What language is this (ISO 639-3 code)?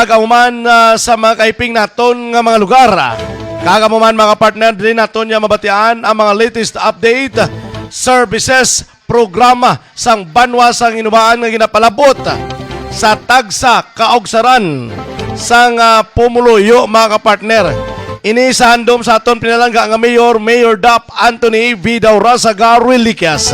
hil